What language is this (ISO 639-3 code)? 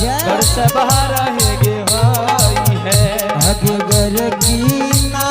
anp